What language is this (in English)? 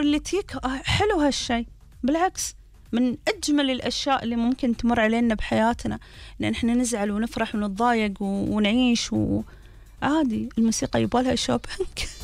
Gulf Arabic